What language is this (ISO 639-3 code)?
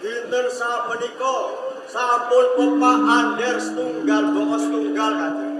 jav